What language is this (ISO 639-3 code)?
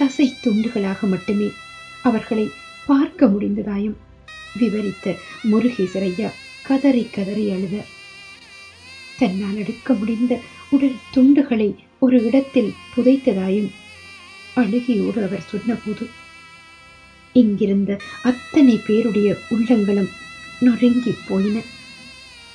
tam